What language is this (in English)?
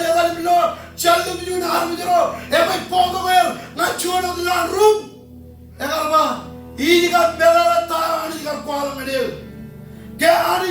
Marshallese